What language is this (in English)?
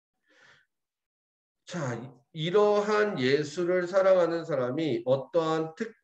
Korean